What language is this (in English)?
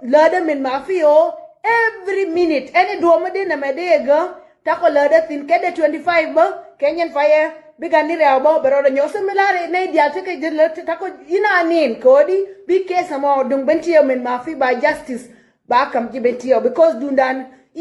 Nuer